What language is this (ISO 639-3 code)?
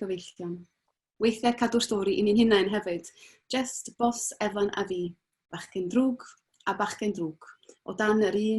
cym